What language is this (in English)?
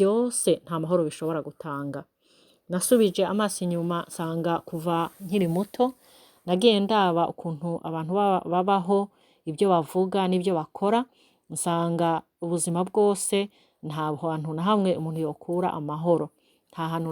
Rundi